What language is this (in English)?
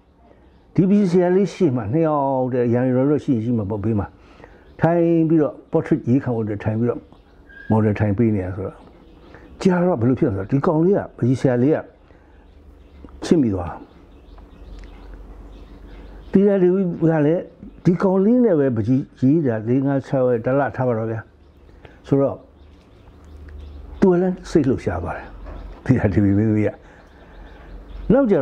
Burmese